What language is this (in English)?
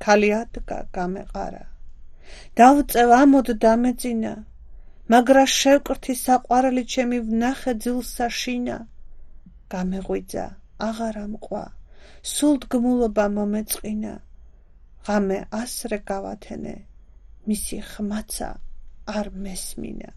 Georgian